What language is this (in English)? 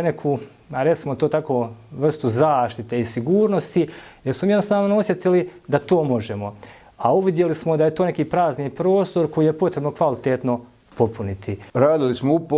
Bosnian